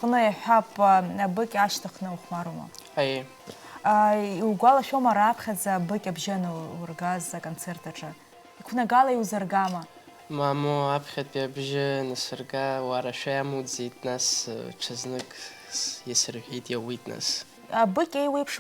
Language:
Abkhazian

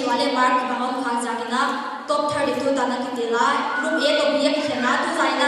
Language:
Paite Chin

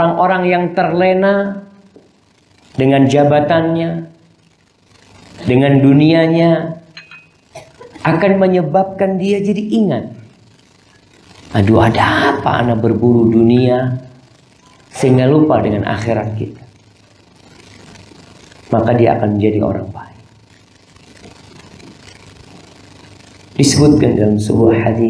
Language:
Indonesian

